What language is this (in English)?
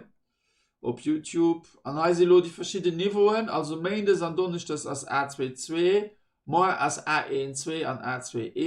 Luxembourgish